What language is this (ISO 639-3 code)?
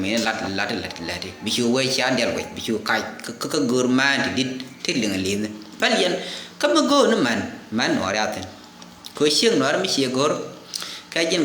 nus